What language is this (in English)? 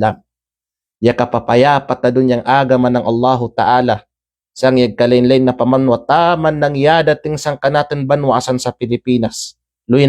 Kalagan